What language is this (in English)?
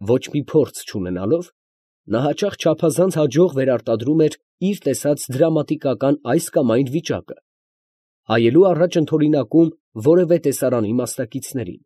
Armenian